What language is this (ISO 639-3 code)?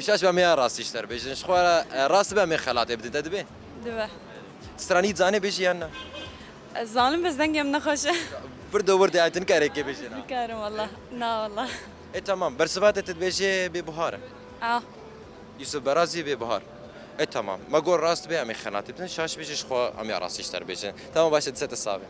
kur